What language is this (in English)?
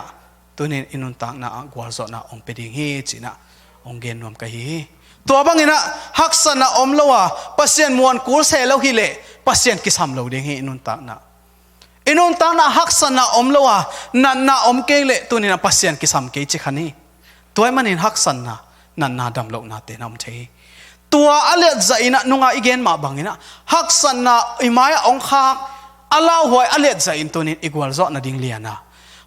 Tedim Chin